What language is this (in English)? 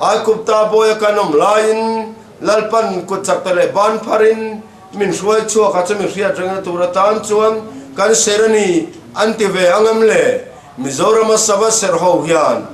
Mizo